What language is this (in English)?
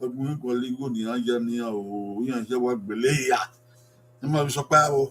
Bini